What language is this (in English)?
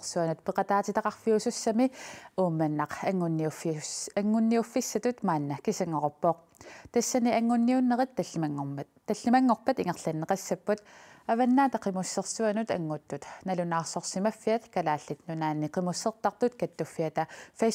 Kalaallisut